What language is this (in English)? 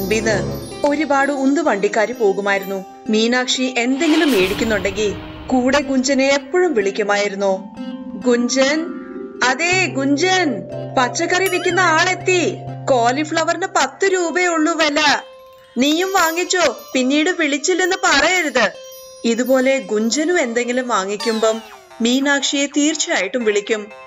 Malayalam